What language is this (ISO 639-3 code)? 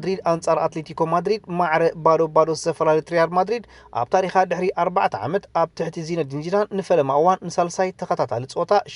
tir